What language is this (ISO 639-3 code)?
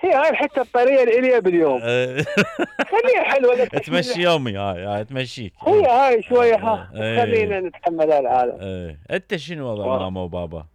acm